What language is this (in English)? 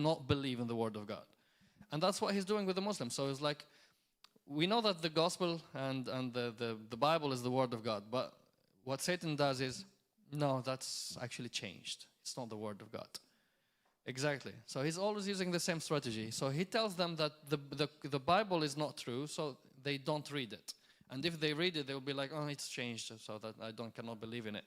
English